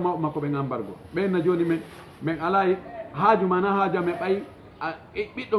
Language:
Fula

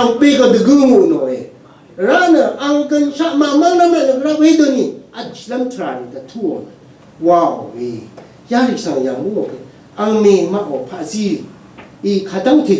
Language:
Rawang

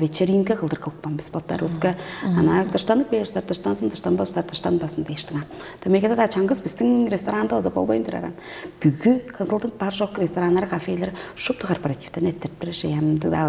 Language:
Tuvinian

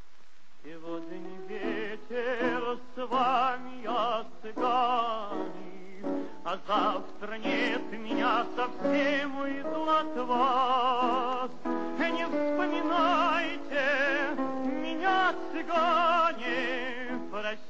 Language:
Russian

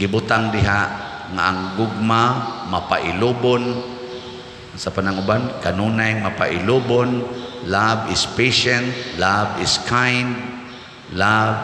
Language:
Cebuano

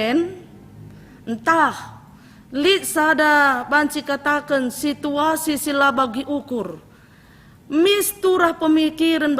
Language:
Batak Karo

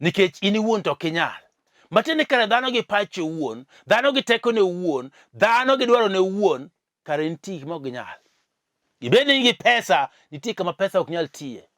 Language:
Luo (Kenya and Tanzania)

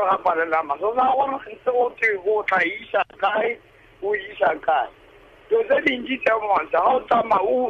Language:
Tswana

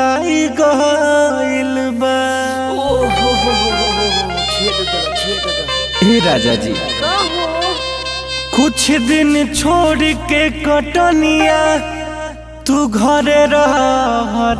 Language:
Bhojpuri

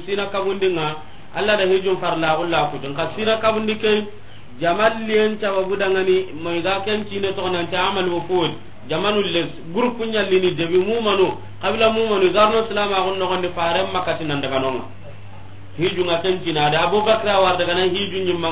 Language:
Soninke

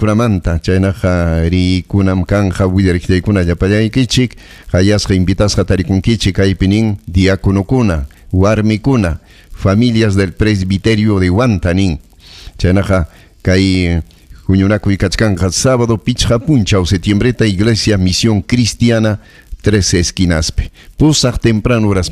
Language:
Ayacucho Quechua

